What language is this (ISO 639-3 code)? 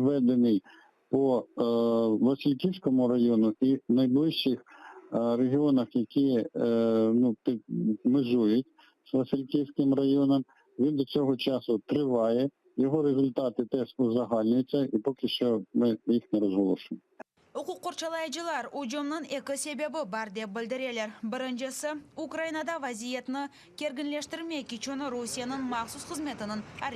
crh